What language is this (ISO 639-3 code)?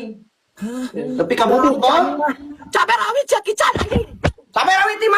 sun